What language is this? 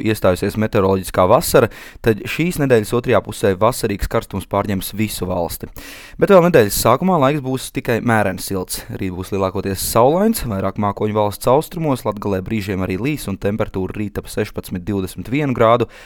Latvian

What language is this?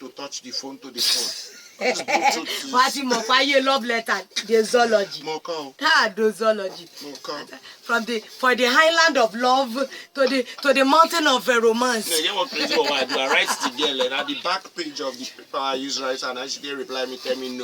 Nigerian Pidgin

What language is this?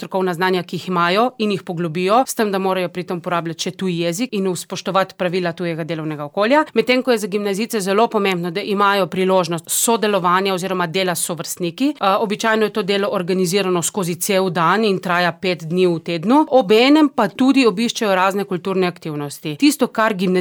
Slovenian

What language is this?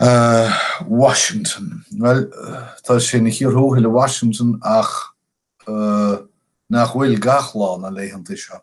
Irish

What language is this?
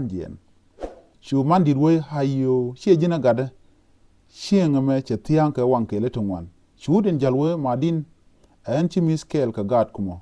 Nuer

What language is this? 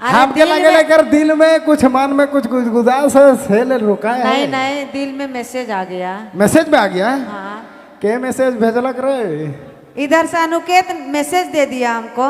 Sadri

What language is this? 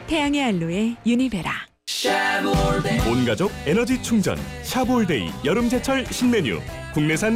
Korean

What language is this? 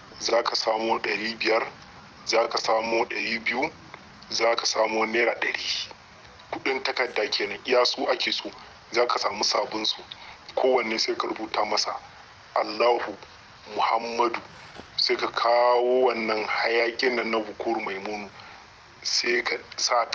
Hausa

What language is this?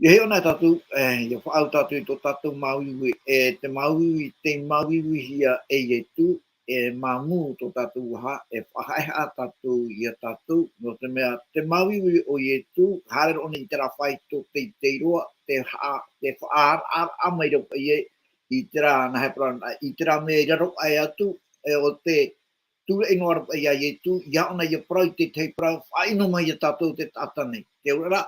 Tahitian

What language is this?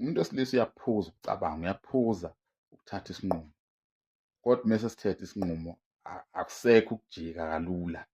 Zulu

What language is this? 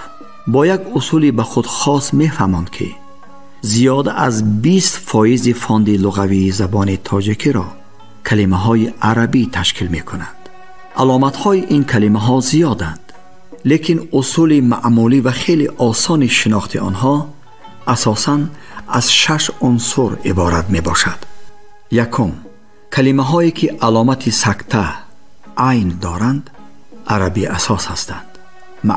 Tajik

